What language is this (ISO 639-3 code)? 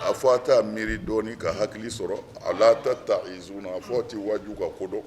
bam